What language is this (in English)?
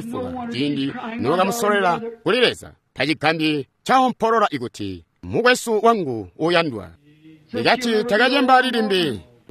Tonga (Zambia)